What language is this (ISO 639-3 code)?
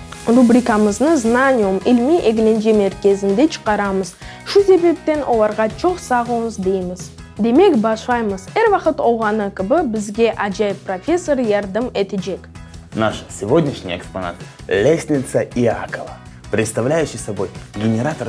crh